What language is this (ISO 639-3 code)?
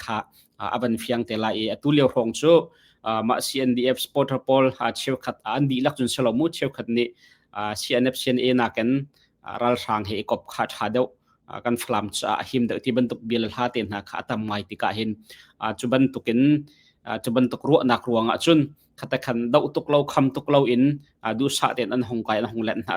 cnh